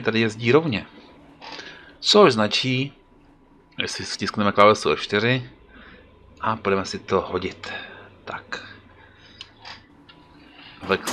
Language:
Czech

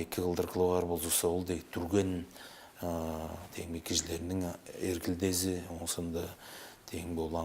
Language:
Tuvinian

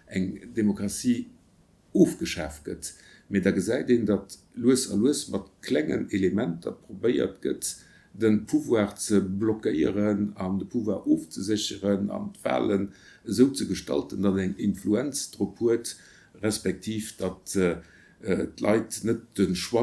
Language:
Luxembourgish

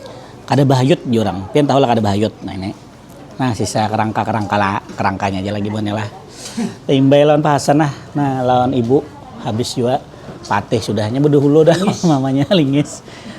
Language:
Banjar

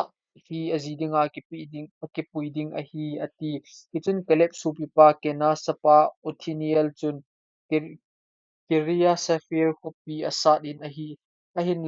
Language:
Thado Chin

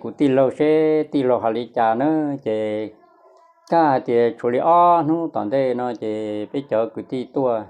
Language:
Hmong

